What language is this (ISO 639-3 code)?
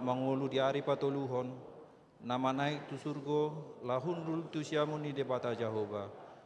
bbc